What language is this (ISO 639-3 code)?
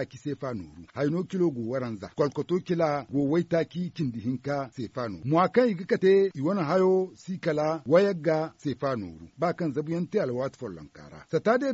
dje